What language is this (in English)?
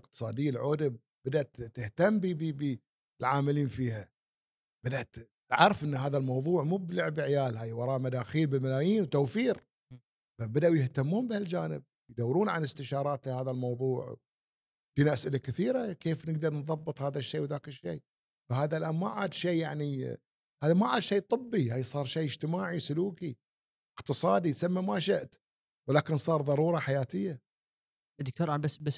Gulf Arabic